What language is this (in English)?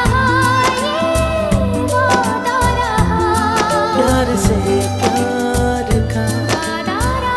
Hindi